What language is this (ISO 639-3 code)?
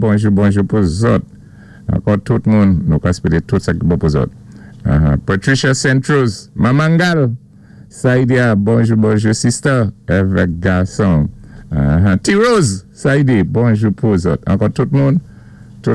acf